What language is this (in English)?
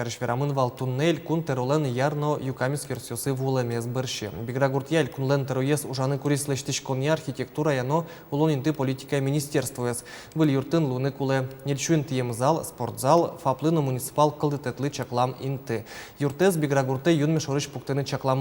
Udmurt